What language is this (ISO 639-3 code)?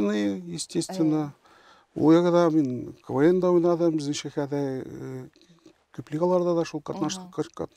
tat